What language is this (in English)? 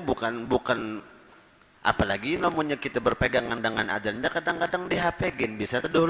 Banjar